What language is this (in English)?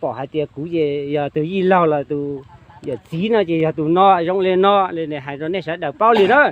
Hmong